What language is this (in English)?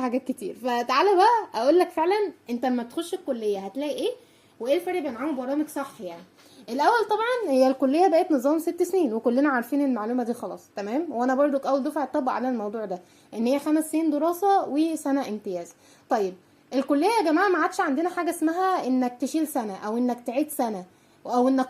Egyptian Arabic